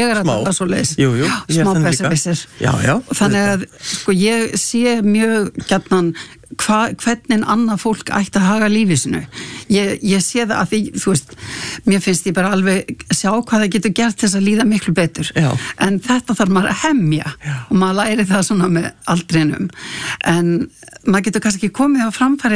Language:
Icelandic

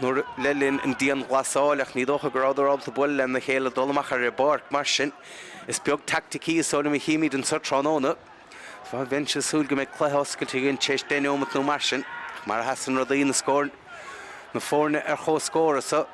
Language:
Irish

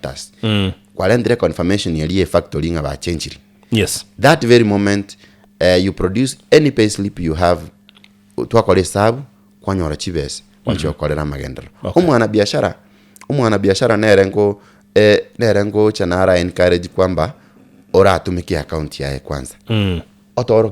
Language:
Gusii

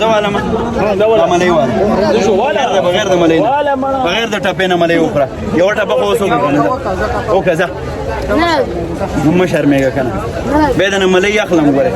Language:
Pashto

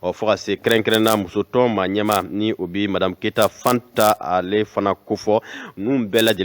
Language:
Bambara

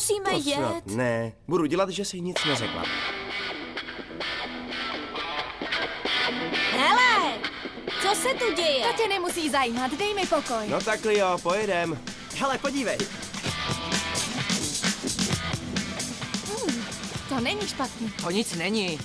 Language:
Czech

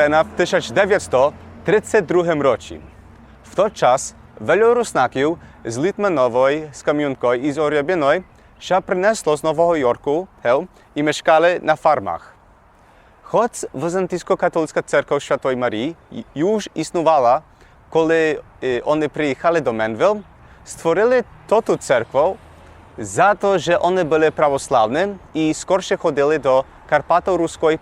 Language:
Rusyn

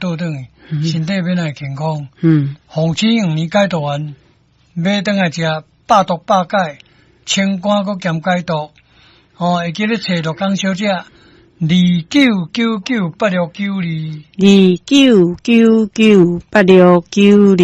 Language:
Min Nan Chinese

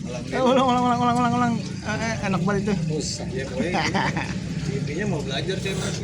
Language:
Betawi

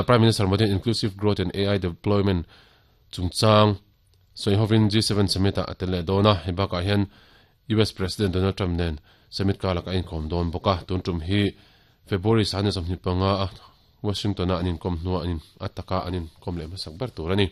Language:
Mizo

